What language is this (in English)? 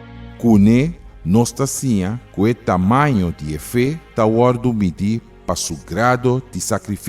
Papiamento